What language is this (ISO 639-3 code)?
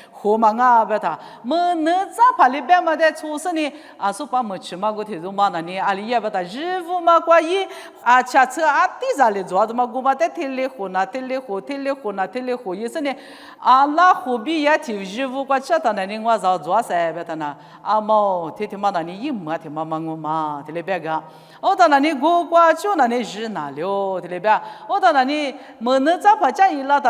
lis